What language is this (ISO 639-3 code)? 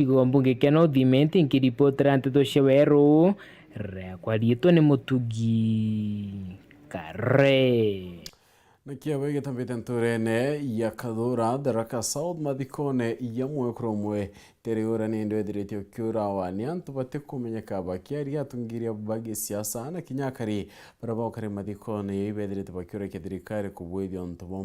mer